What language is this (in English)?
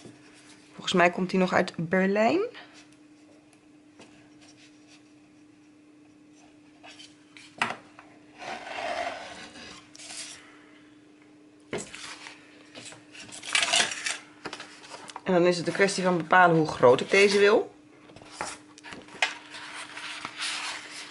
Dutch